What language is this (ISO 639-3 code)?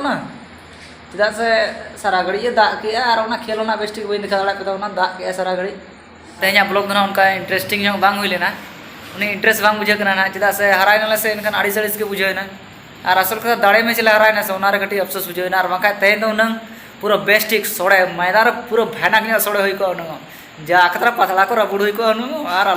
sat